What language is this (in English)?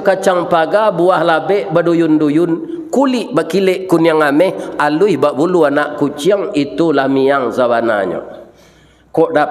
Minangkabau